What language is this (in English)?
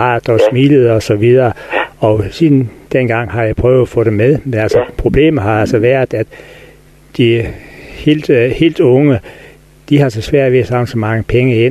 Danish